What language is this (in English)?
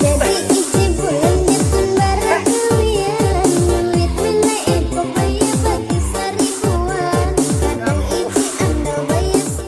Banjar